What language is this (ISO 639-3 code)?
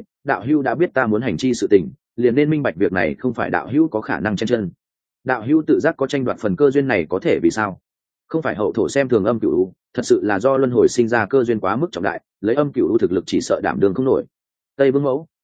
vie